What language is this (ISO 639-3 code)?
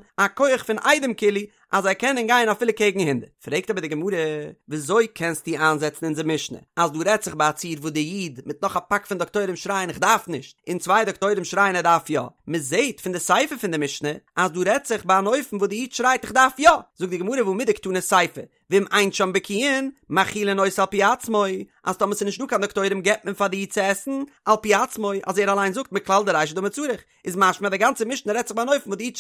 yid